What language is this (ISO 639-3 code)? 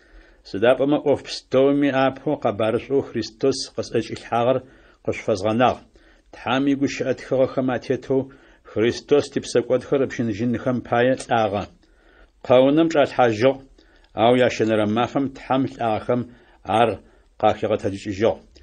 ady